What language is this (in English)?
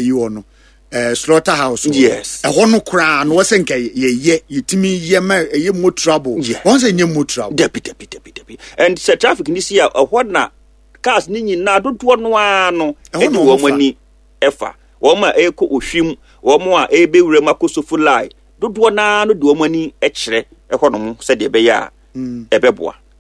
Akan